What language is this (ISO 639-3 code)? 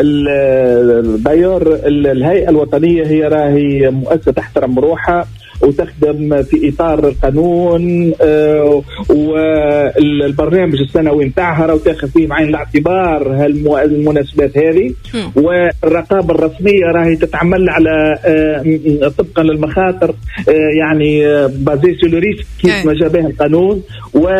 aeb